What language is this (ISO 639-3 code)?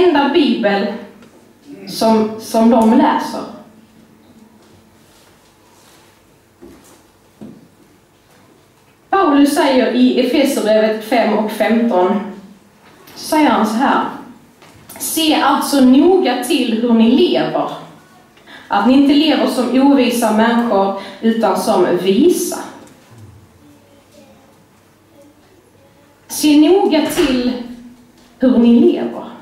swe